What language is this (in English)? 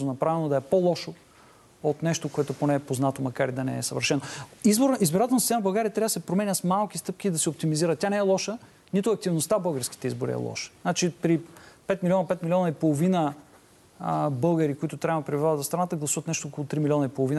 Bulgarian